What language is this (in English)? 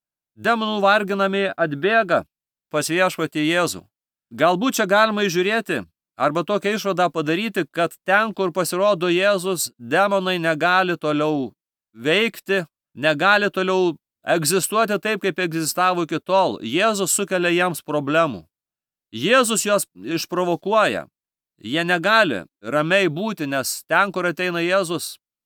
Lithuanian